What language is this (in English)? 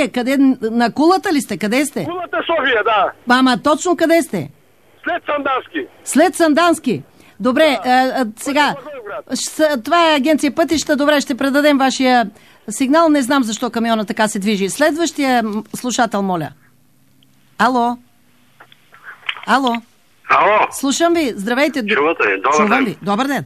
Bulgarian